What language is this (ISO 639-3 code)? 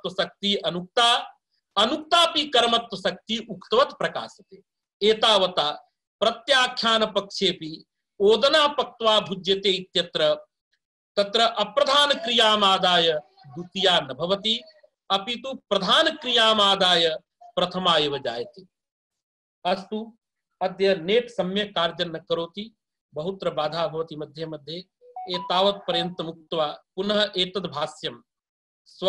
san